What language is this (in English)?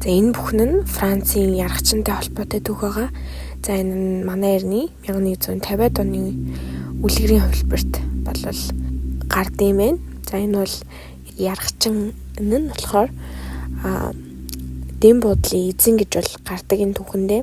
Mongolian